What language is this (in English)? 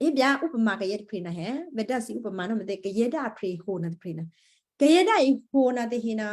Western Kayah